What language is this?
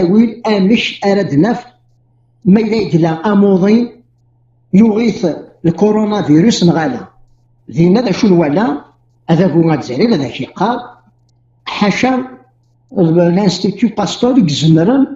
Kabyle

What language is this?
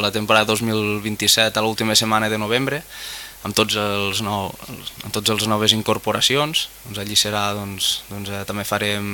Catalan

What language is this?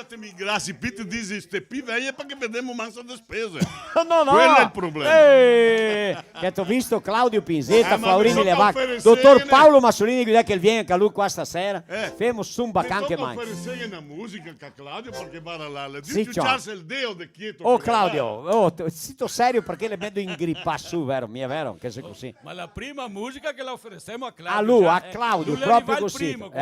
Venetian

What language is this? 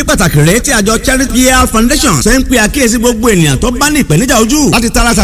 Yoruba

